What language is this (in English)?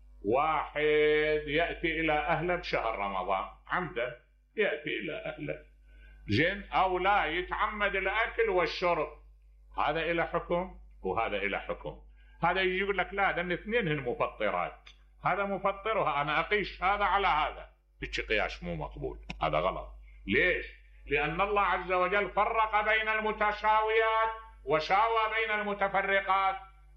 Mesopotamian Arabic